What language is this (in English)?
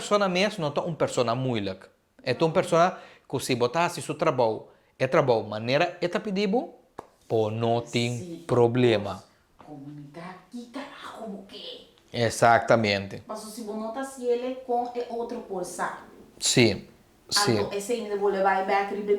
Papiamento